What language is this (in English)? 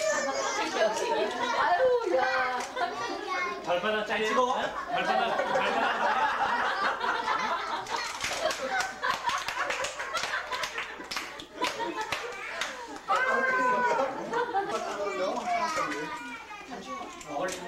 Korean